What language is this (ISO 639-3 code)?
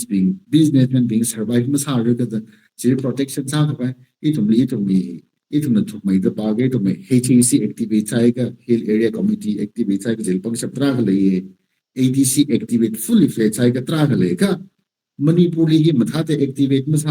nmf